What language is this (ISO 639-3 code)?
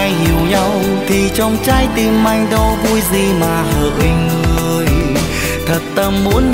vie